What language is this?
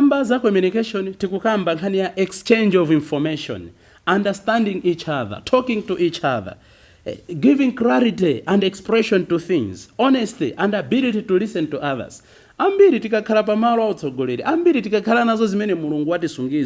Nyanja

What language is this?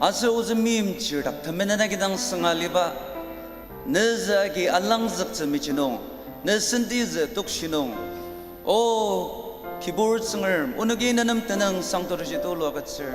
Ao Naga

